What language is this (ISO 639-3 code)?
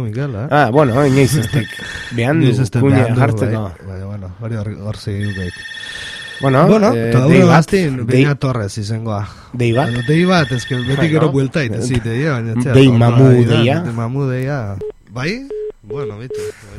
eus